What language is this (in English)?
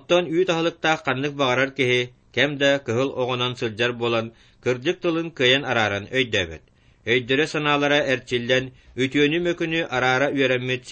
Yakut